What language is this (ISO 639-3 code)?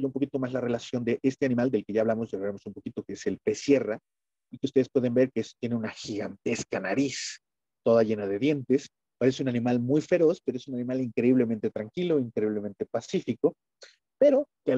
spa